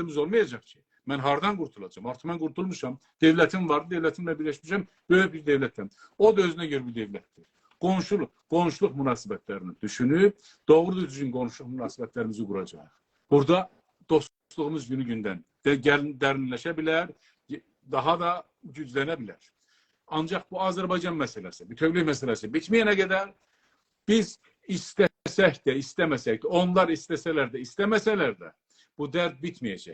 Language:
South Azerbaijani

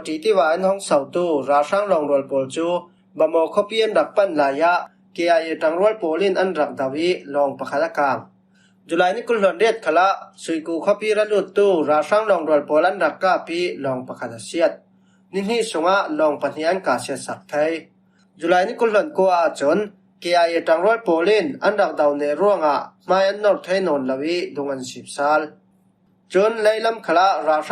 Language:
Falam Chin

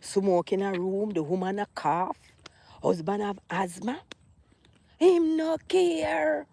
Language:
Jamaican Creole English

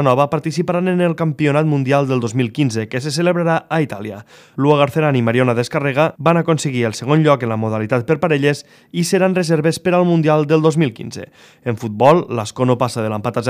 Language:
Catalan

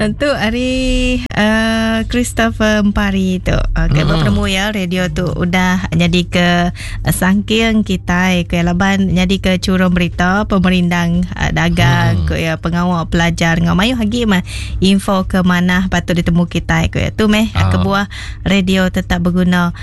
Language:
Iban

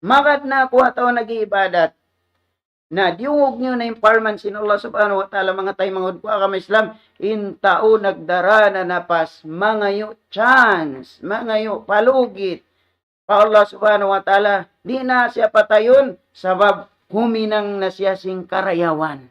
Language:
Tausug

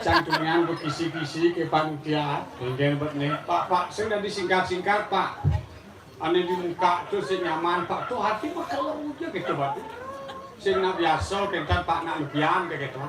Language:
Balinese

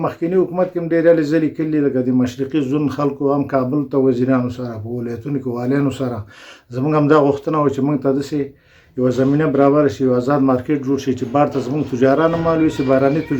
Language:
Pashto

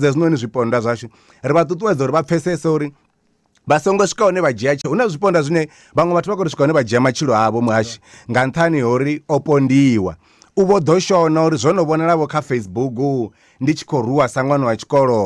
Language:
Venda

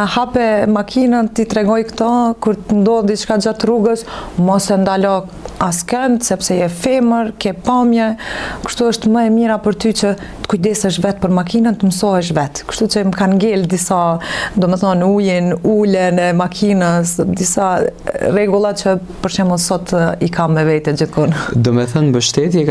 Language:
Albanian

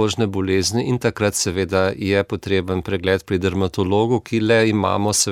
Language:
Slovenian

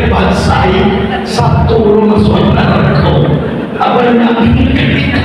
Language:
Minangkabau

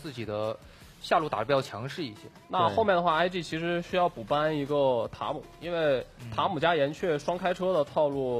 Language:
Chinese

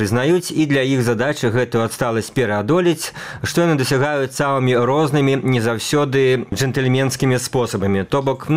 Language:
Belarusian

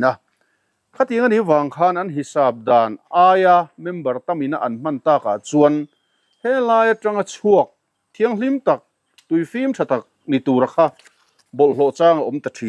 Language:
Mizo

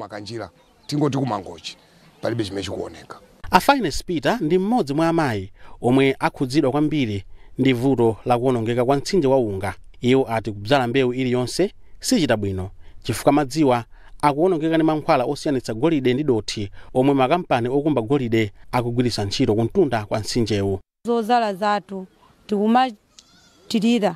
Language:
Nyanja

